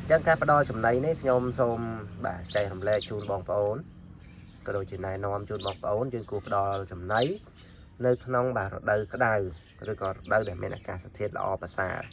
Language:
Khmer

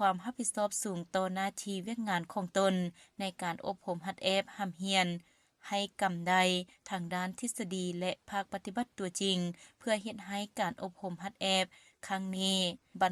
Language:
Lao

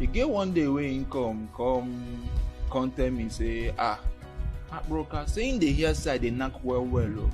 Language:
Nigerian Pidgin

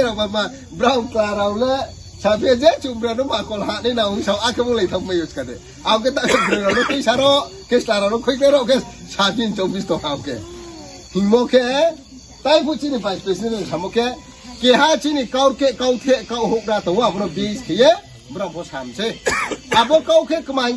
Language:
Riang (India)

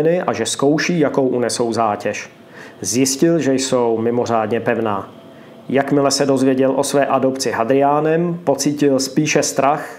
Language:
Czech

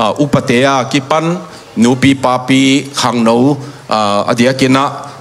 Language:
Tedim Chin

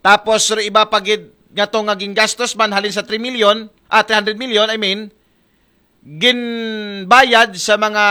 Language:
Aklanon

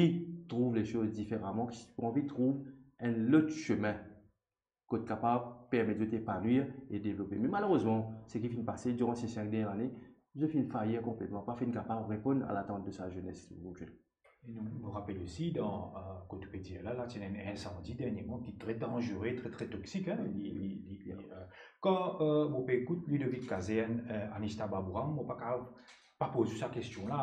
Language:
Morisyen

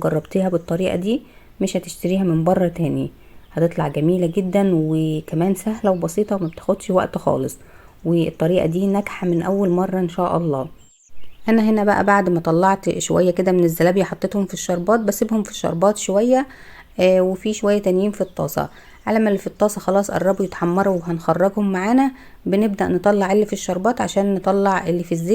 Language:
Egyptian Arabic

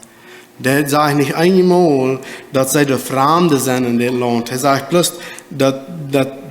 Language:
Plautdietsch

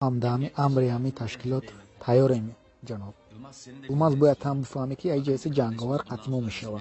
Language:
Tajik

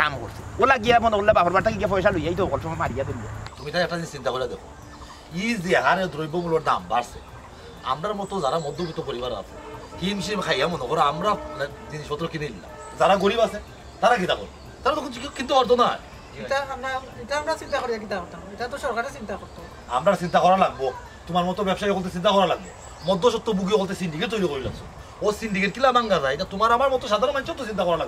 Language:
Sylheti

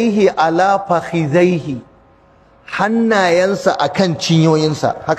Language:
Hausa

